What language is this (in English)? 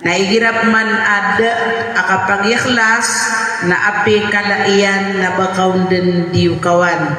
Maranao